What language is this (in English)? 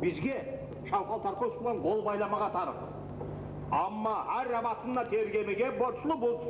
Kumyk